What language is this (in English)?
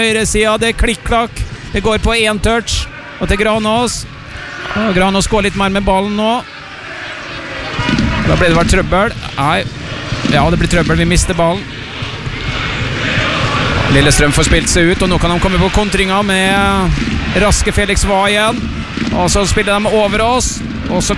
Norwegian